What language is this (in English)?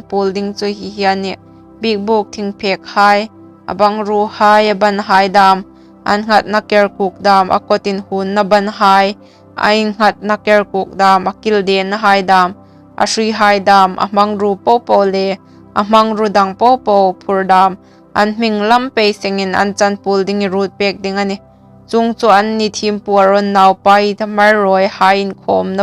Hmar